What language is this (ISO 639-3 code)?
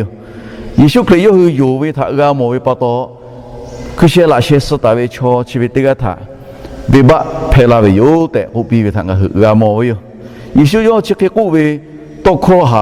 lhu